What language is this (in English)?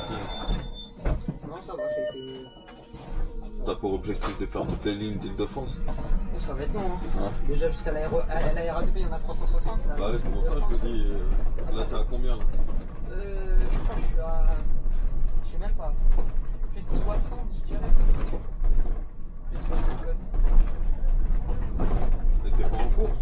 French